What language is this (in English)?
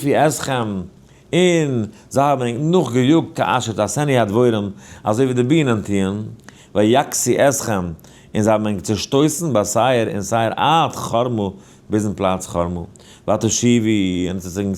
Yiddish